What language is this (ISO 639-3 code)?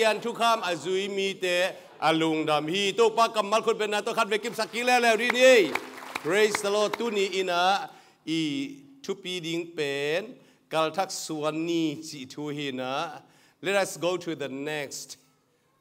ctd